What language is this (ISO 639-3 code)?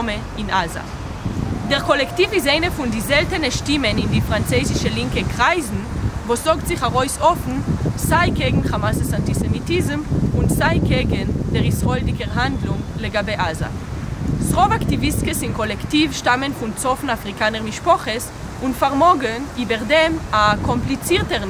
yid